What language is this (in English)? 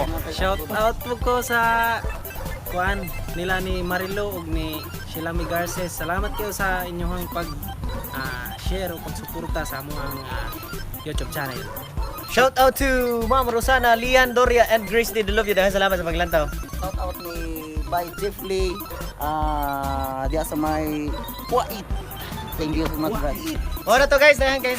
Cebuano